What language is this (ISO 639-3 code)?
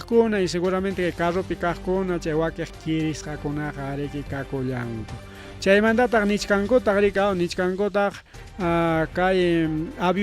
quy